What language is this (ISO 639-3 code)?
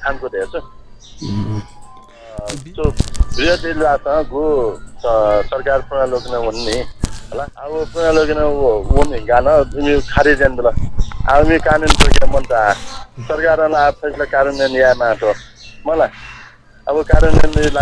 new